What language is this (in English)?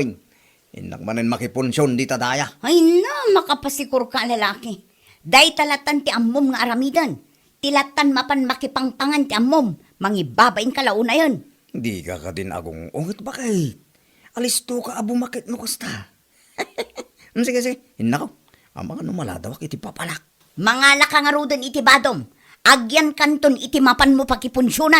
Iloko